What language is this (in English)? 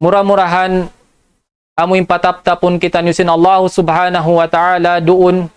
Tausug